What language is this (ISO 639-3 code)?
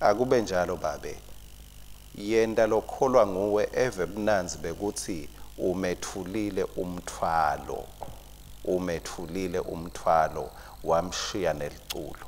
ssw